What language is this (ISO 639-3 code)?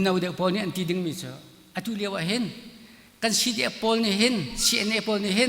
cnh